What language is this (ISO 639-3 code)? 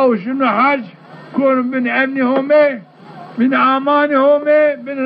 zza